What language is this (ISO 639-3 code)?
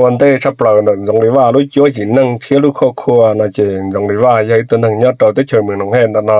hmn